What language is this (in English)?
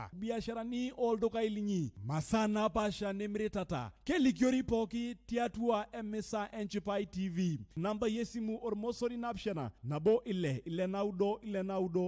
Masai